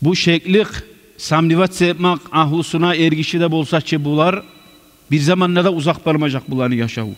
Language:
Kumyk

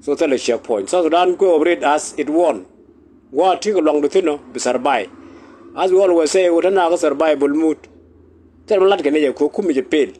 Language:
Nuer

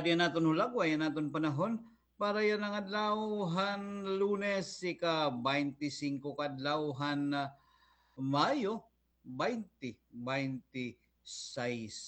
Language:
Waray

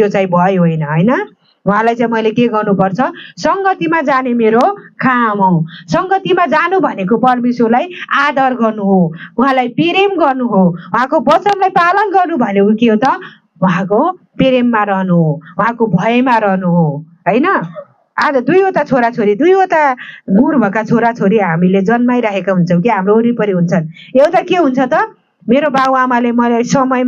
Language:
Nepali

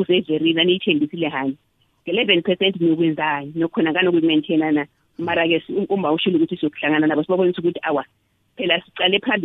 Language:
South Ndebele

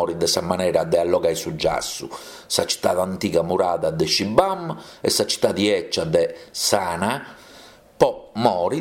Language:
Sardinian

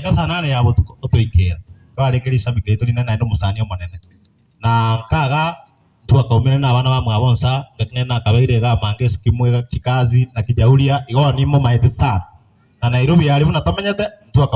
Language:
Gusii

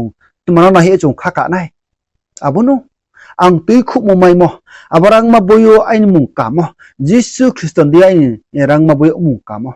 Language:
Riang (India)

